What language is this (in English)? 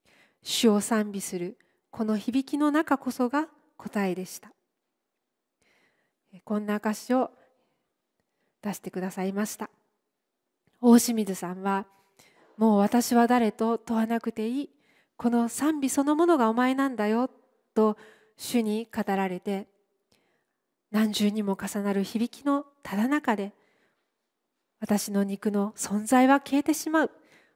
Japanese